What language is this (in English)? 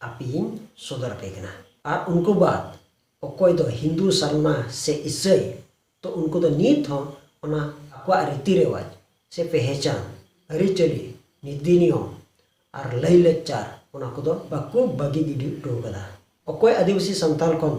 Santali